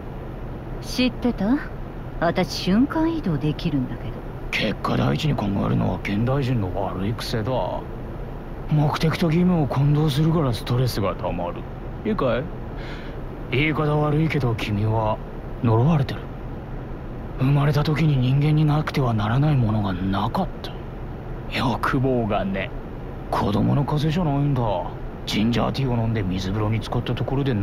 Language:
Japanese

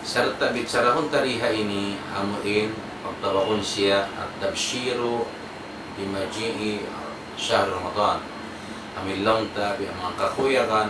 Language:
Tausug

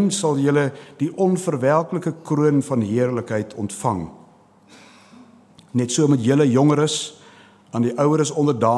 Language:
Afrikaans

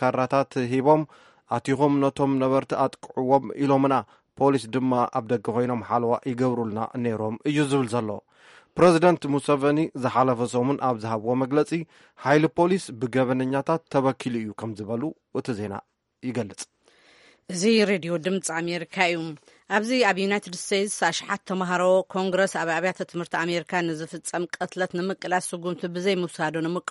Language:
Tigrinya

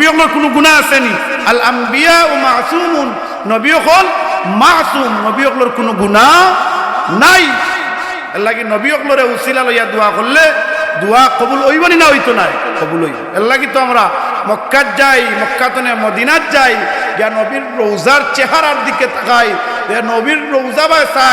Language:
Sylheti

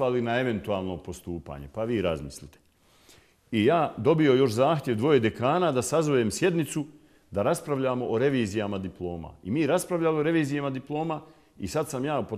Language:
Bosnian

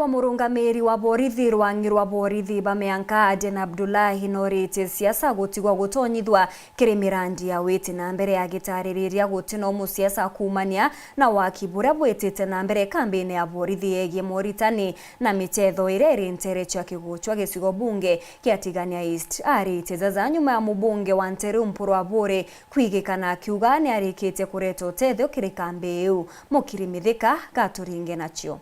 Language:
Meru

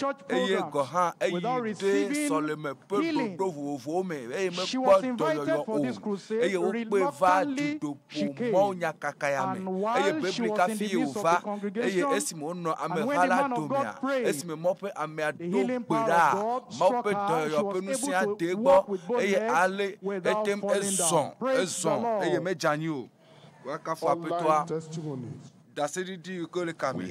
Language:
Ewe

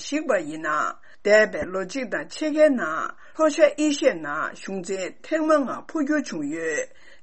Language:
Tibetan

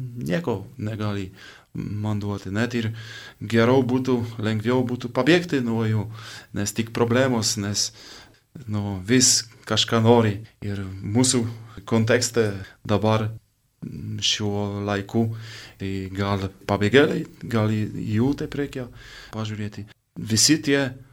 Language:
Lithuanian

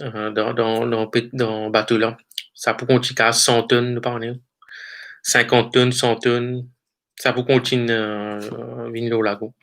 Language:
Morisyen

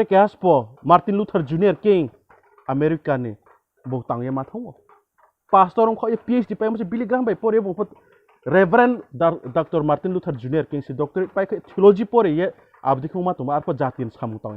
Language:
Riang (India)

